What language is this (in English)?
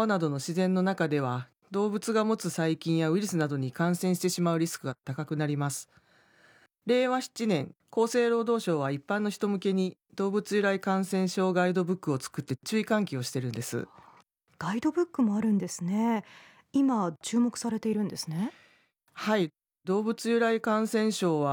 Japanese